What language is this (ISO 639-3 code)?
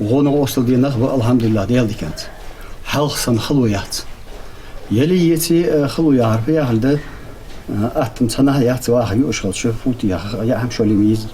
inh